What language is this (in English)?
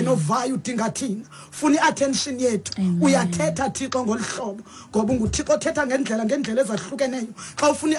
Xhosa